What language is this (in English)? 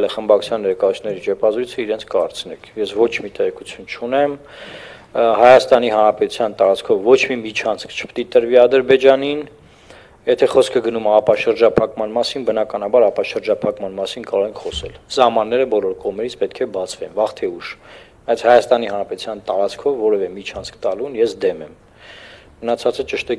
Armenian